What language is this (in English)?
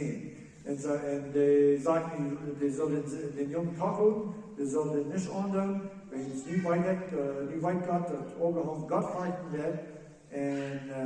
Plautdietsch